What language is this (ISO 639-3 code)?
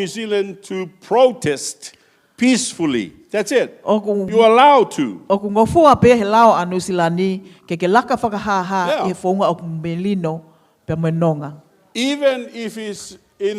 ton